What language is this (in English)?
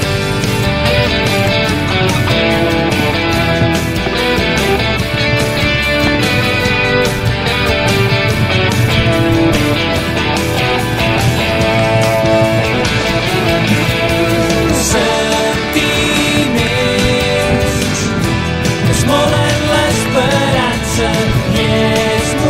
Catalan